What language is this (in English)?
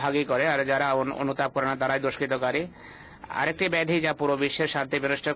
Bangla